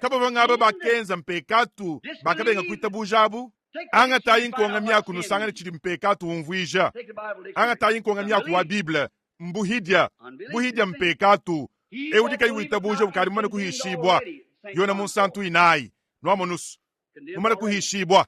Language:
Luba-Lulua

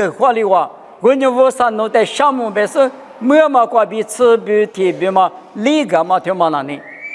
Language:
Lisu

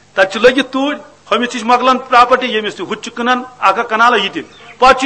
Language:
Kashmiri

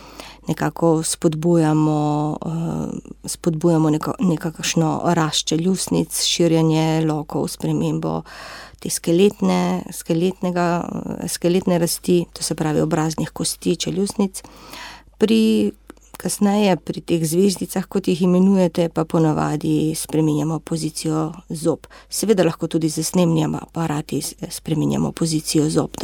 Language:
Slovenian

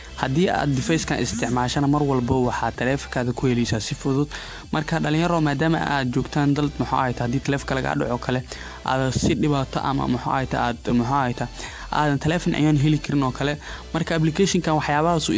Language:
Somali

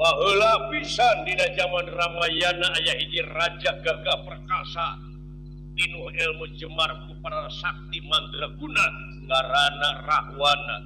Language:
Sundanese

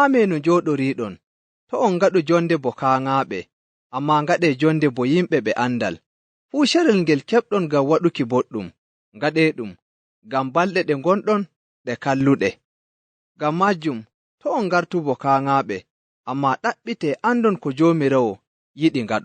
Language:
Nigerian Fulfulde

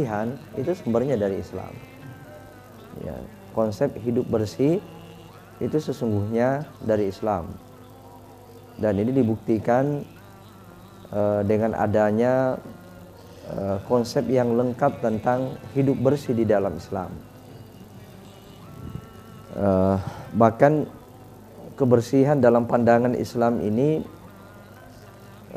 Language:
Indonesian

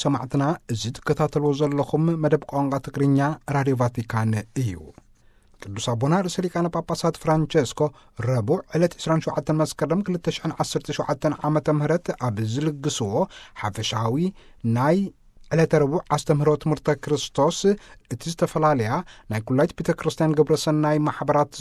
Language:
Tigrinya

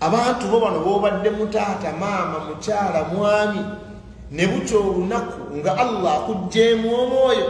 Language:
Ganda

